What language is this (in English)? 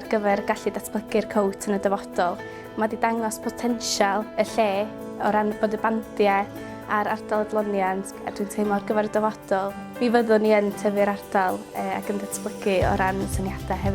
Welsh